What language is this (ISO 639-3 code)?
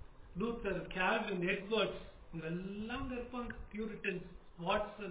tam